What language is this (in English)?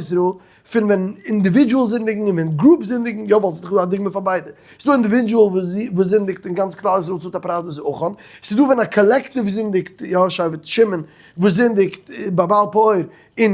Yiddish